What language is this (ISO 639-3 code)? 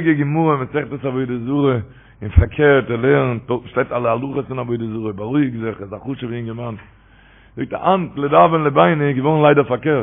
yid